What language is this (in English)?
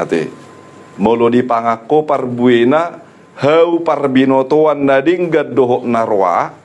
Batak Toba